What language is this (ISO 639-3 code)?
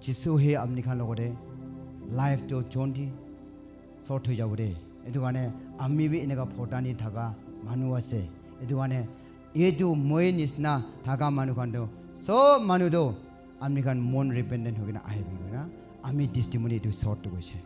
nag